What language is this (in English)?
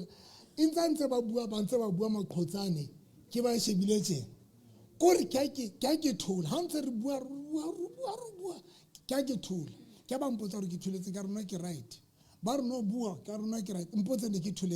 Southern Sotho